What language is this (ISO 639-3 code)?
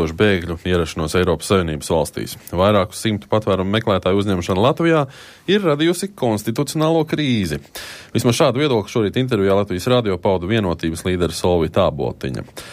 lav